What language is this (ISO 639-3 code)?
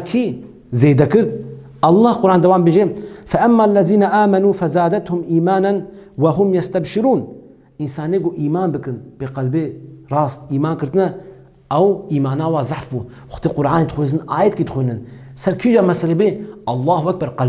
kur